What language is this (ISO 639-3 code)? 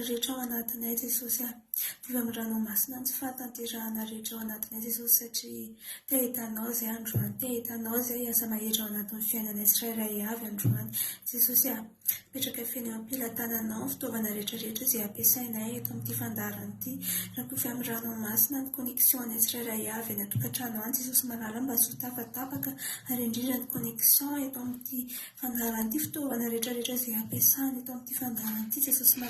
mlg